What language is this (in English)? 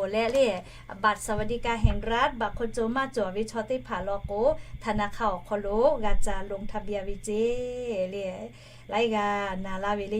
Lahu